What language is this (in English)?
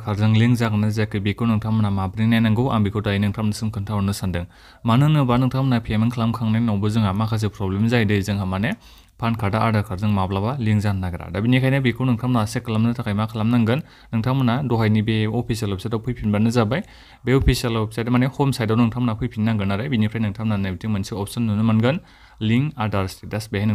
Bodo